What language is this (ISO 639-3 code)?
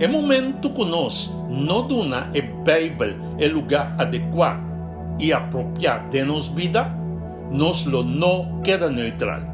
pap